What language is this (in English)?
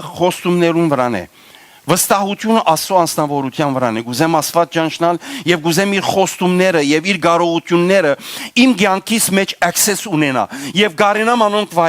Western Armenian